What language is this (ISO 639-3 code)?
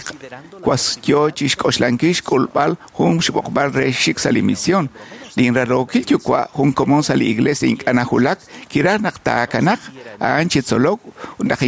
kek